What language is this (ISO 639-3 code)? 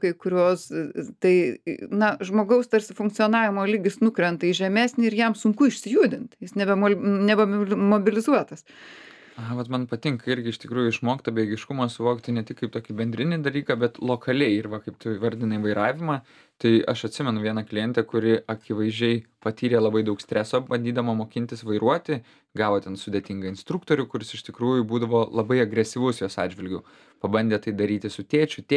lit